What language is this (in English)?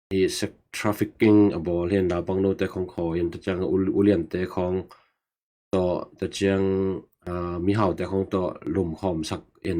Tedim Chin